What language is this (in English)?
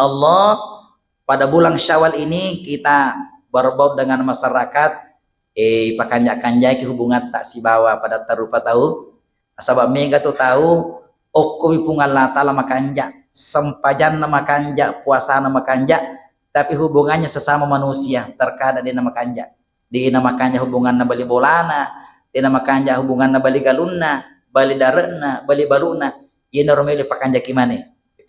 Buginese